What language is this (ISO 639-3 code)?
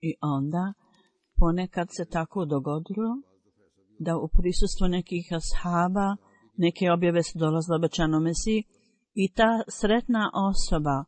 bos